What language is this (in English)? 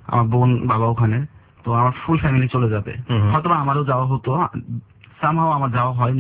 Bangla